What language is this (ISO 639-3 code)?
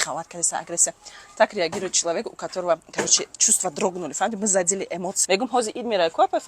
tgk